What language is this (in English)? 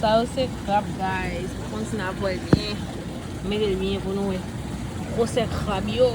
Haitian Creole